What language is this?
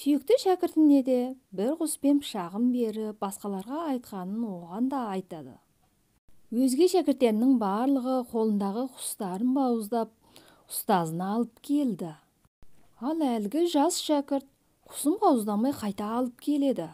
Kazakh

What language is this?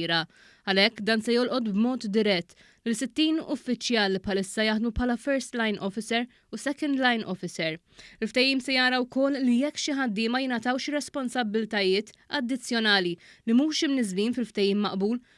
Maltese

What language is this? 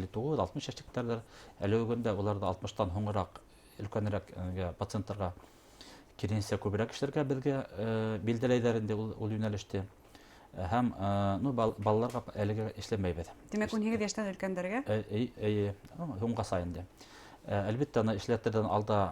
Bashkir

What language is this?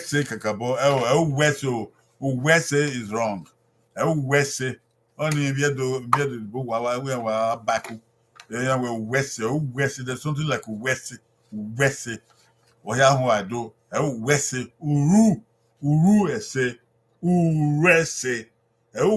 Bini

